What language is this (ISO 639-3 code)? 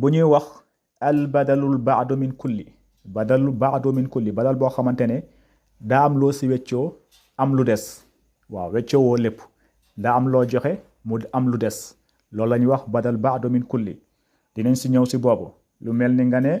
wol